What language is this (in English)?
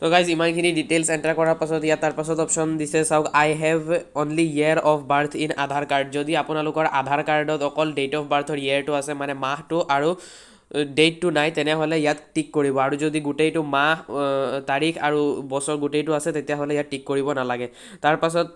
Assamese